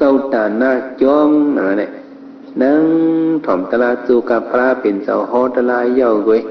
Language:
Shan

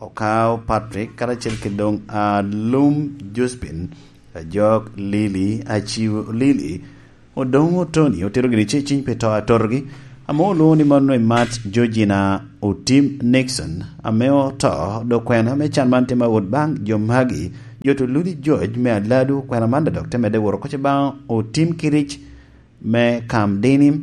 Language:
Lango (Uganda)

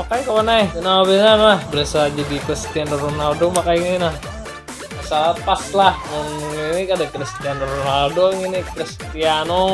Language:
Banjar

